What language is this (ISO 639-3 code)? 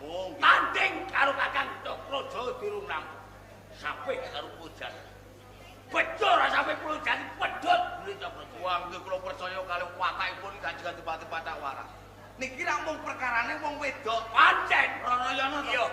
jav